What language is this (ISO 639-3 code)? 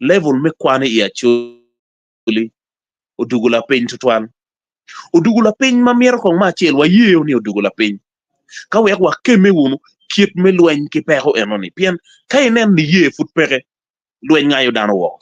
ach